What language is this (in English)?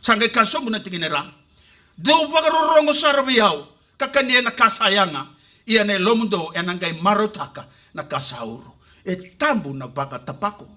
Fijian